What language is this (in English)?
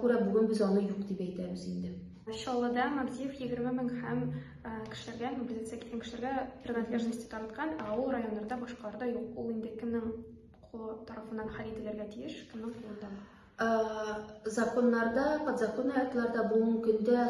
Tatar